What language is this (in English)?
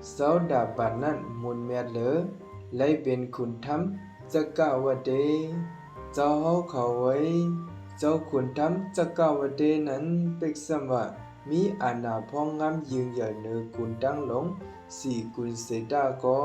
Shan